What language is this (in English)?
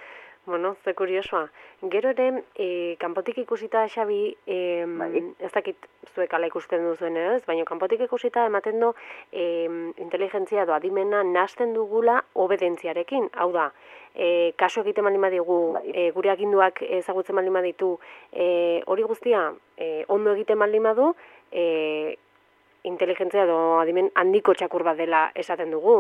Basque